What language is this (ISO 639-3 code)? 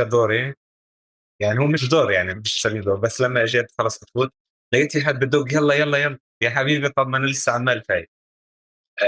apc